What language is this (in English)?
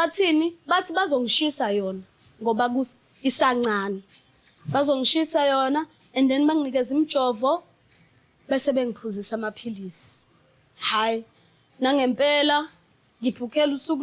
Zulu